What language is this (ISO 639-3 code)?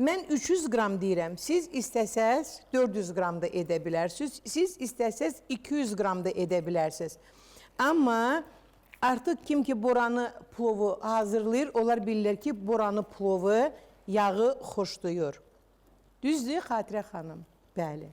aze